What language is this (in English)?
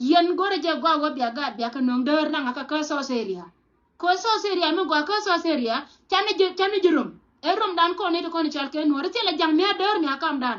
Nuer